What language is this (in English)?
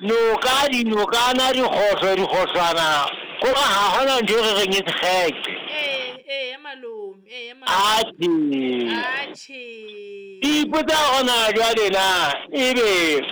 Southern Sotho